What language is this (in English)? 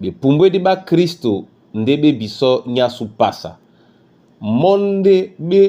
Duala